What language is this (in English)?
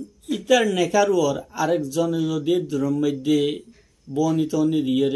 Rohingya